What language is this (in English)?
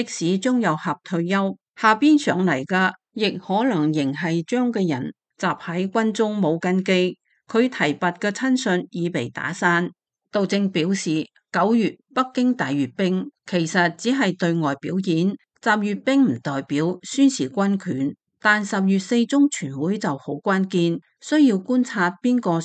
Cantonese